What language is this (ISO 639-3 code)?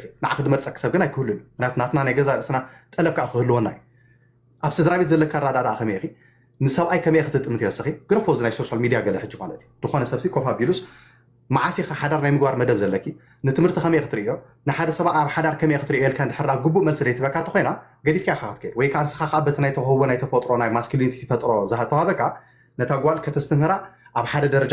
tir